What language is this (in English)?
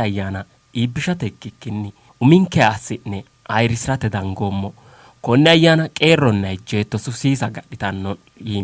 Sidamo